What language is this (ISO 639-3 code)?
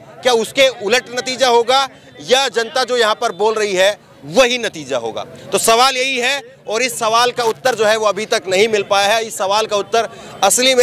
hin